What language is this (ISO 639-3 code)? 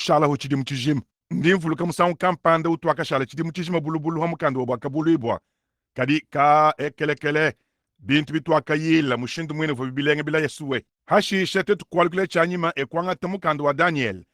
lua